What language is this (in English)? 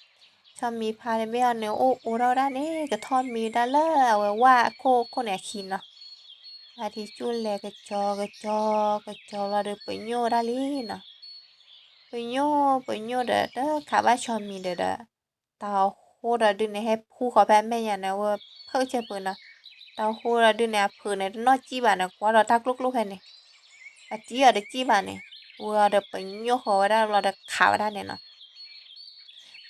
S'gaw Karen